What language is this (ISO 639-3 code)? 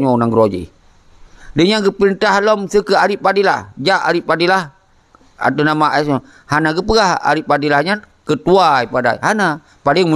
ace